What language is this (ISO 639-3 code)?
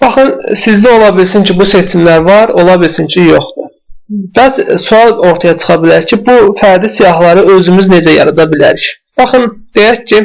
aze